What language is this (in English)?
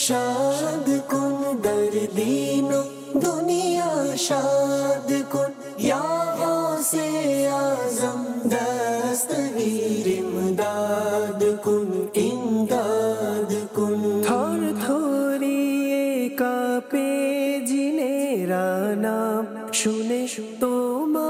Bangla